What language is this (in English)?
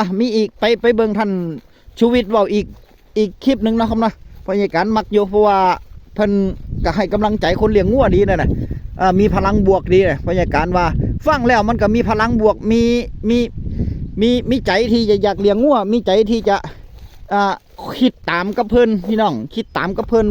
Northeastern Thai